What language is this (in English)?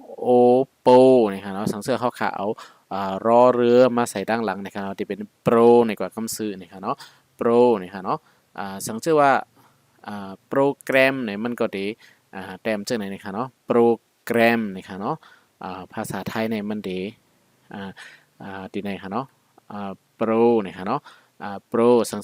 Shan